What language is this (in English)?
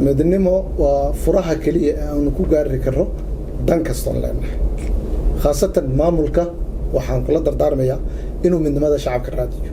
Somali